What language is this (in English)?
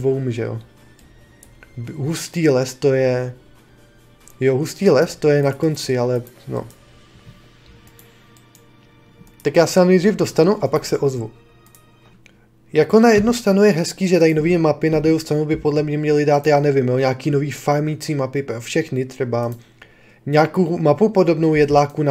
Czech